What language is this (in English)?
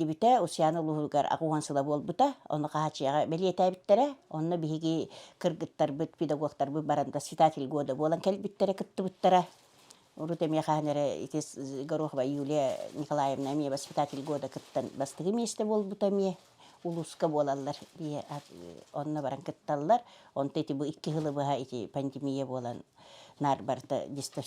Yakut